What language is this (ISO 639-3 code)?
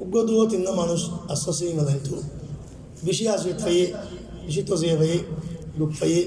rhg